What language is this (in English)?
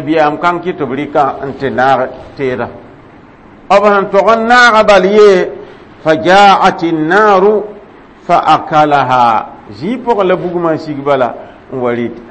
Mossi